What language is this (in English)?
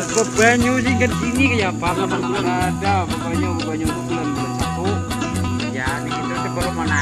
Banjar